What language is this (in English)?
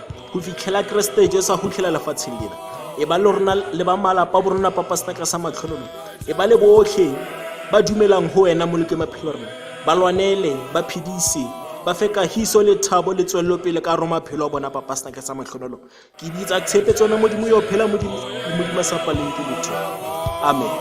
Tswana